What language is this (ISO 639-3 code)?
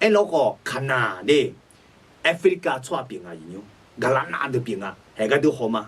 ahk